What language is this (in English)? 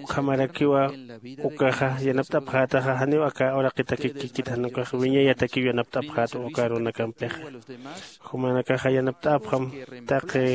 Aymara